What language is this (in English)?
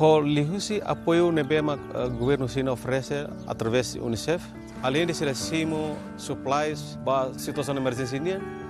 Tetum